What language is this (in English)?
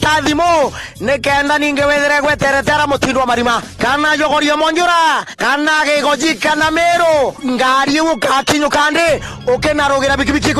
Meru